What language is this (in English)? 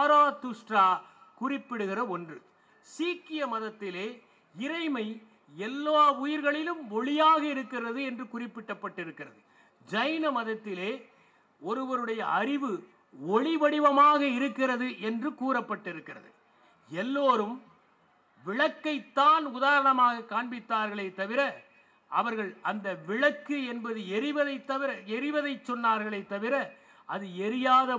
Tamil